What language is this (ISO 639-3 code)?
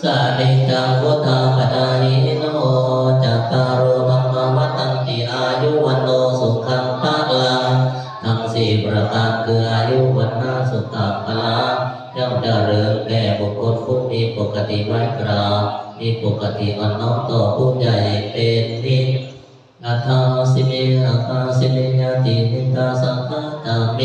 tts